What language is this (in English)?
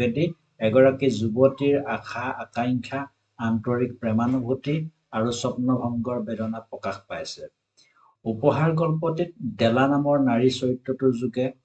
Assamese